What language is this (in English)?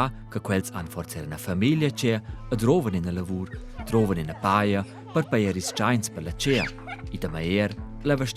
Romansh